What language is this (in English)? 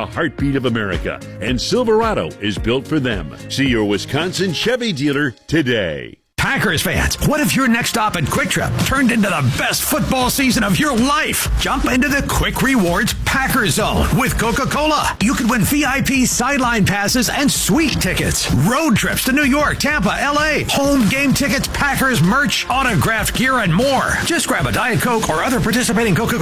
English